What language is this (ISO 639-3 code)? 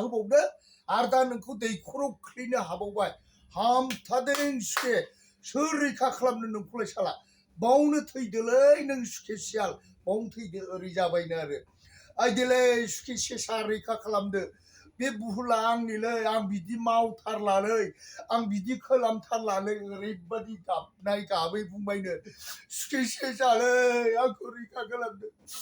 brx